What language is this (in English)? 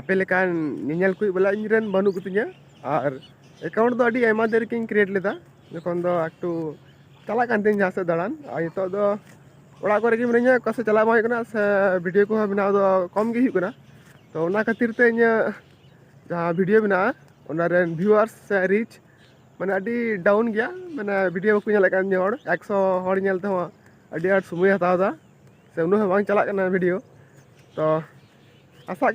Santali